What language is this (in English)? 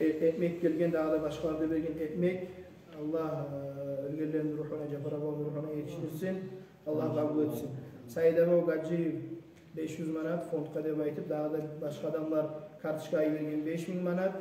Kumyk